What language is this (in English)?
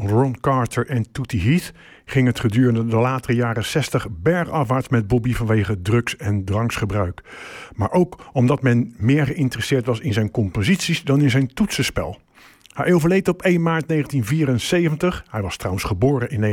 Dutch